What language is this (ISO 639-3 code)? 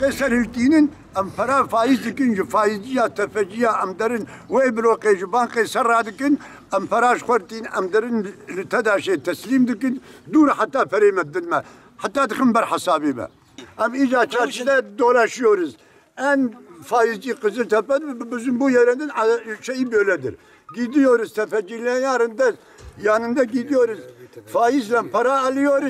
kur